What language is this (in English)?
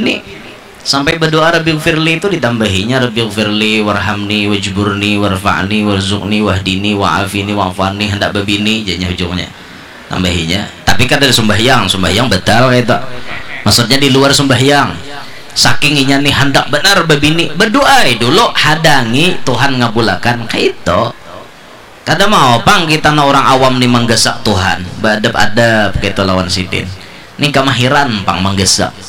Banjar